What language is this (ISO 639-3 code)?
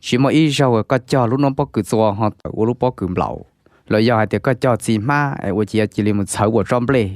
hmn